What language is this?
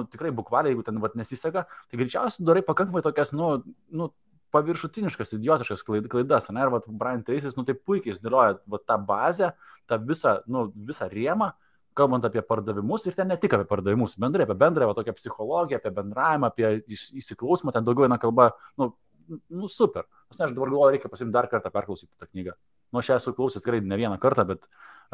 Lithuanian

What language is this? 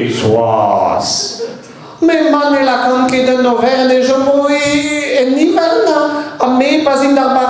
Breton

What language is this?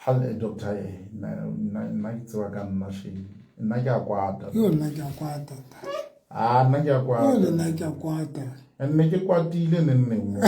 Southern Sotho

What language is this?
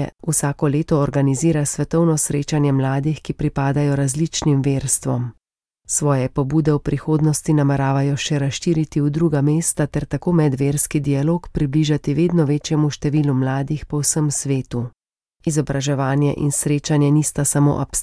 Slovenian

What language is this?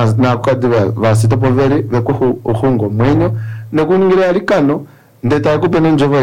Kuanyama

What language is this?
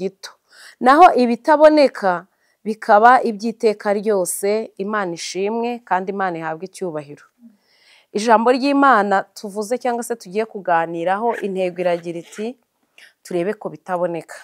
Kinyarwanda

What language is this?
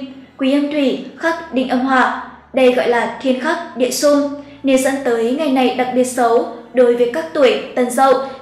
Vietnamese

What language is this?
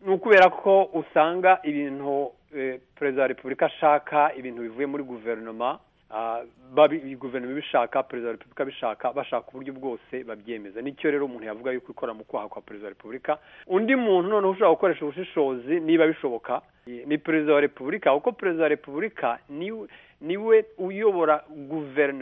Kinyarwanda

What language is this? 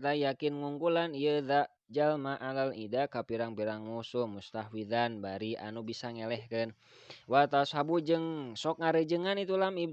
Sundanese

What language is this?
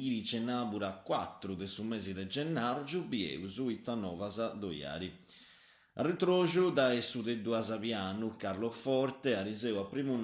Sardinian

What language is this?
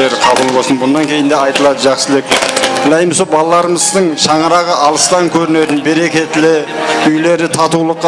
Kara-Kalpak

